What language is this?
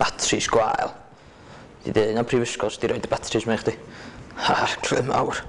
Welsh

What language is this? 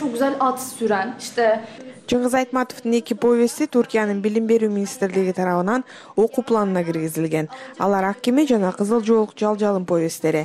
Kyrgyz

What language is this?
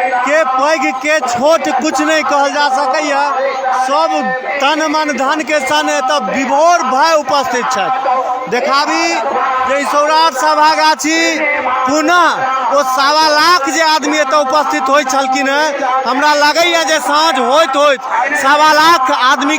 Maithili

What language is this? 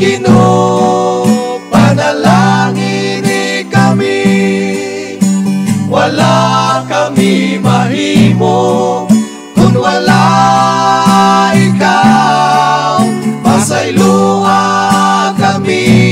Cebuano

